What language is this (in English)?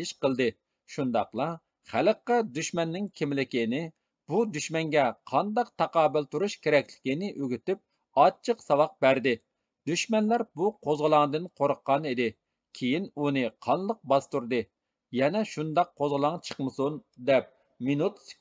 Uyghur